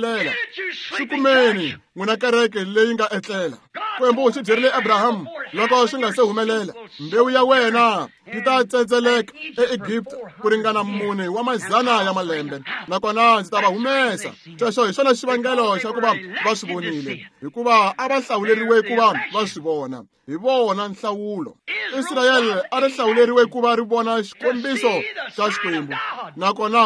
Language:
Tsonga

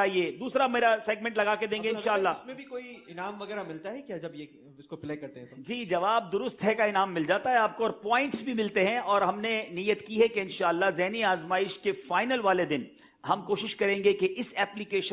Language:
Urdu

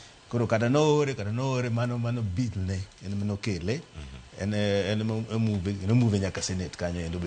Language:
Luo (Kenya and Tanzania)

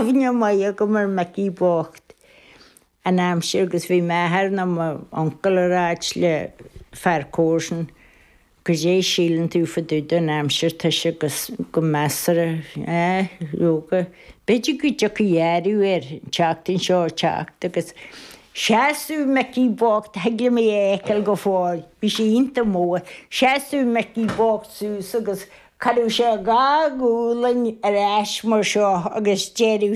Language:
Irish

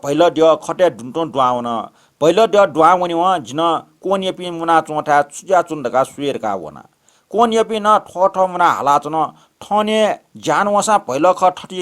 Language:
Newari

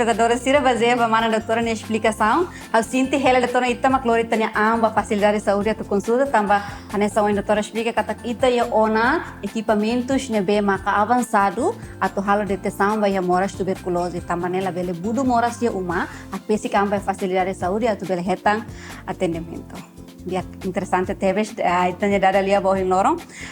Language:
Tetum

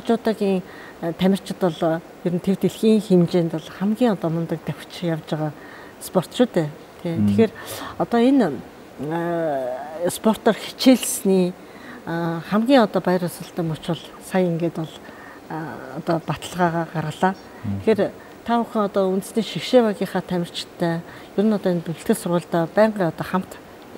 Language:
Mongolian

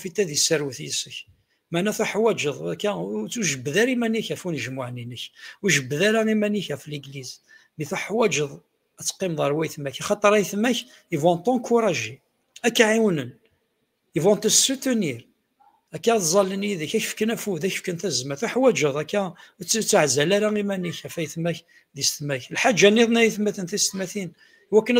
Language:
Kabyle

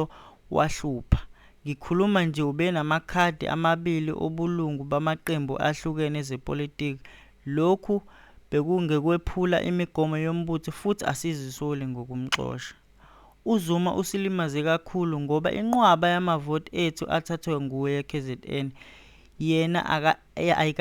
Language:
Zulu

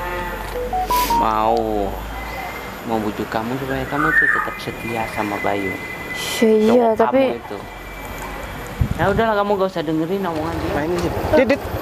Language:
Indonesian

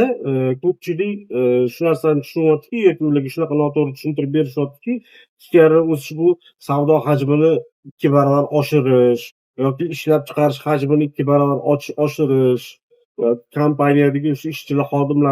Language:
Uzbek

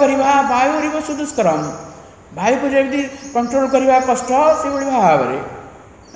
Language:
Odia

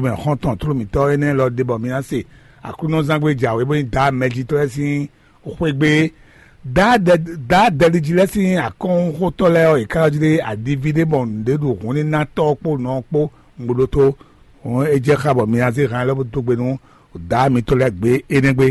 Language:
Fon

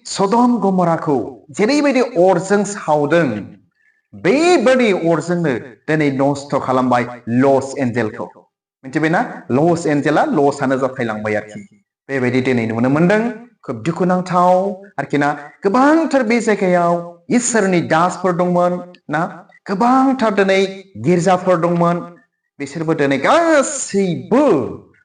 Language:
Bodo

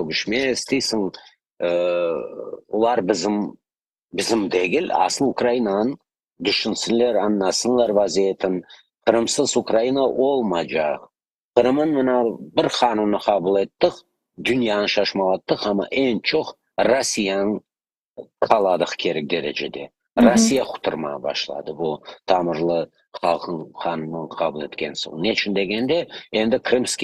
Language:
Crimean Tatar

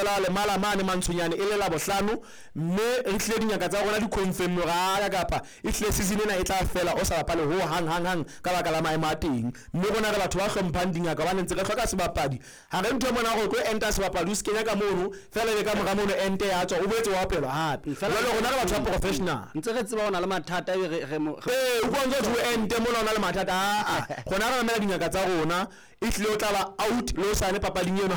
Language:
Southern Sotho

